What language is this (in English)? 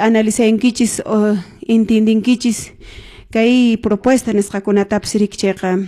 Quechua